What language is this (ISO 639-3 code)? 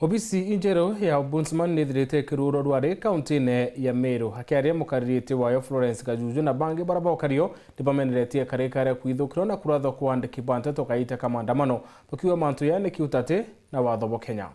mer